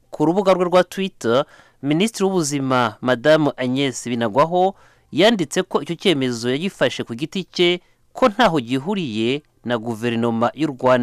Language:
Kinyarwanda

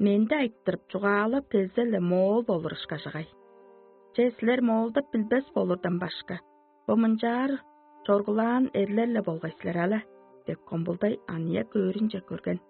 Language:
Tuvinian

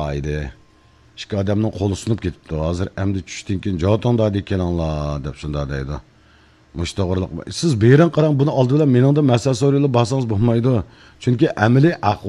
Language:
Uyghur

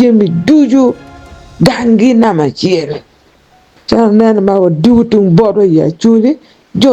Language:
Acoli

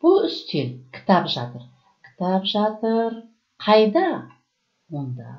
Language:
Kazakh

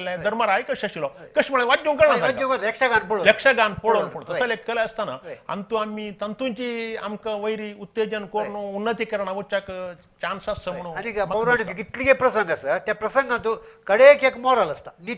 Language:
Konkani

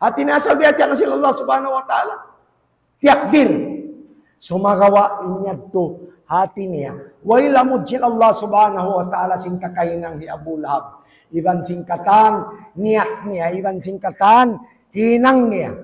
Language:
Tausug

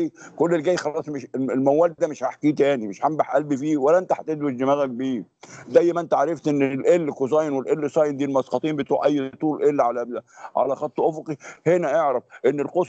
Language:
Egyptian Arabic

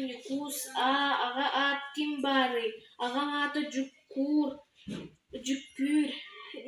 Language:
Yakut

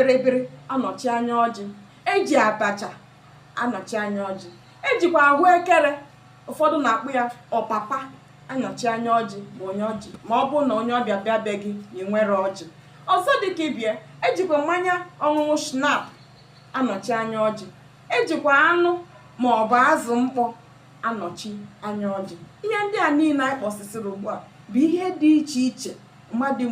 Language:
Igbo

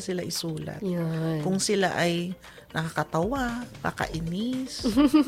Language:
Filipino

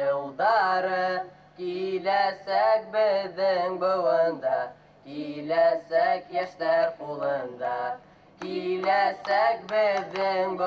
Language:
Bashkir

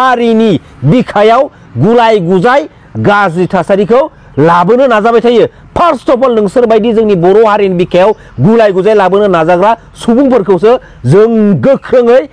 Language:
Bodo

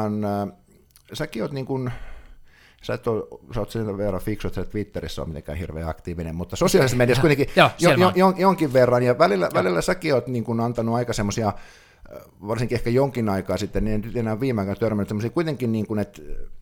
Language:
Finnish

